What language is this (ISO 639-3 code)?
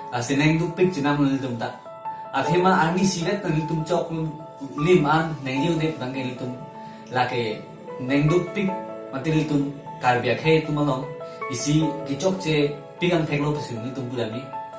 mjw